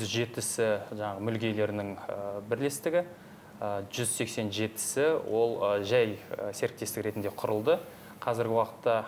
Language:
Kazakh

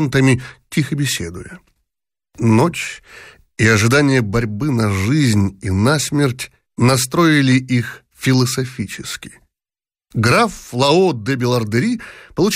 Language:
Russian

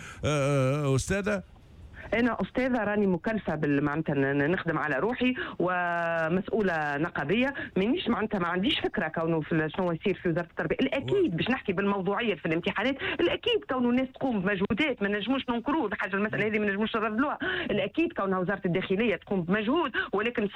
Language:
Tunisian Arabic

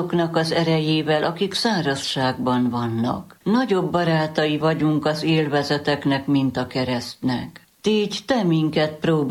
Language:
Hungarian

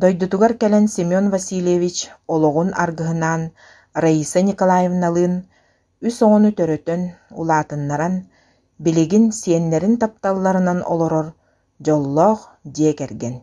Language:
Yakut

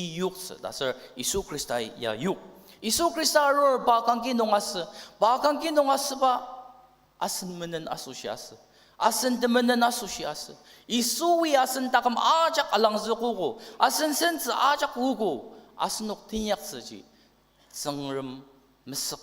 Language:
Ao Naga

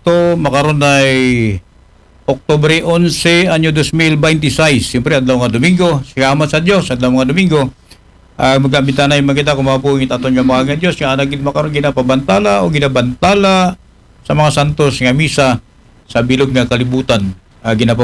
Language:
Aklanon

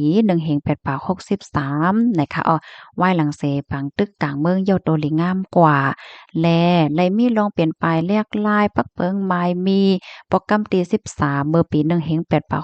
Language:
Shan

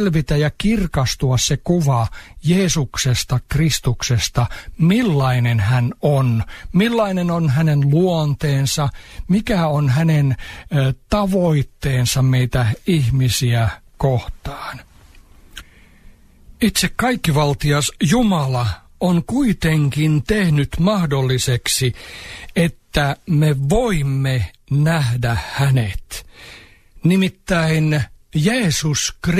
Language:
Finnish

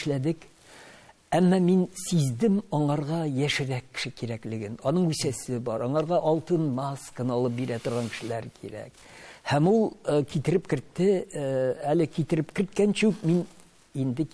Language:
Tatar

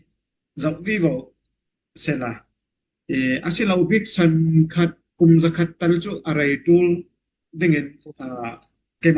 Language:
Falam Chin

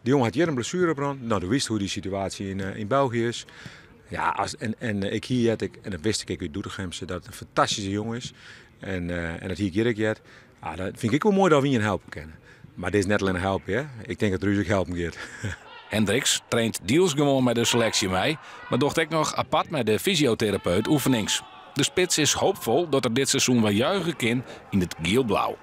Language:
Western Frisian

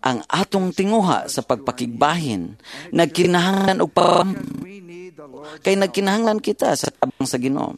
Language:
Cebuano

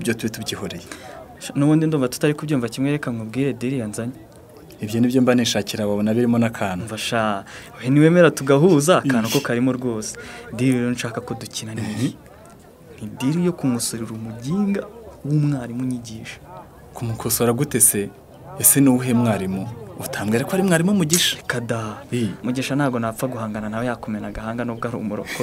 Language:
Kinyarwanda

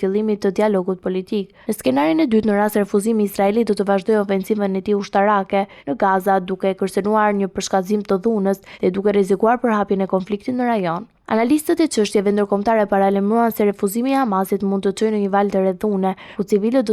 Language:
Albanian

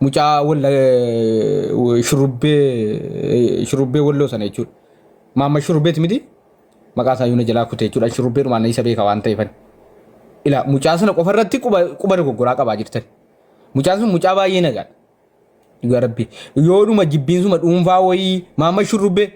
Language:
Oromo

